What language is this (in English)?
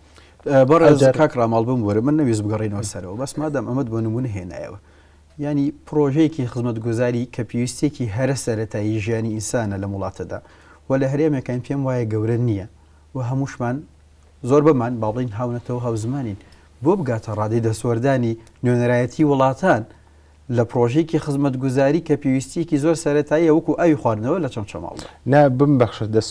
Central Kurdish